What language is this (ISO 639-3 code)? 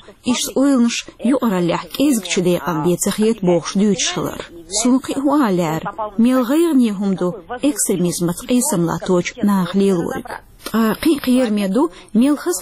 che